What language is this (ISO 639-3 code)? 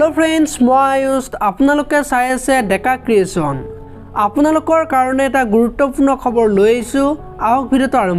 asm